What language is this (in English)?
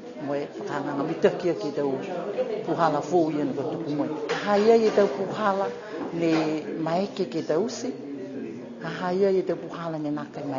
Niuean